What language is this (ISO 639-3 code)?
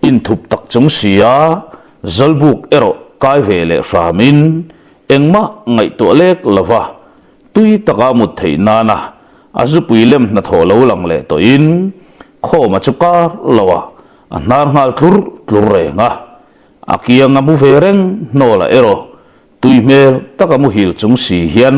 lus